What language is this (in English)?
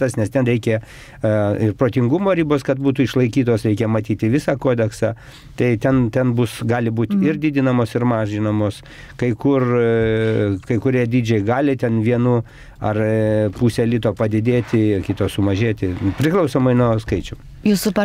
Lithuanian